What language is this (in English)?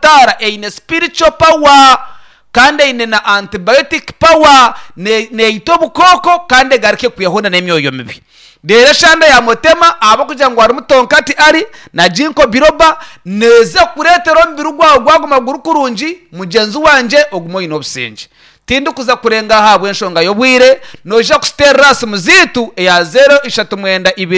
Nyankole